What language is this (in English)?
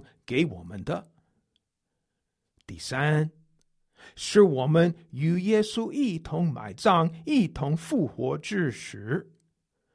Chinese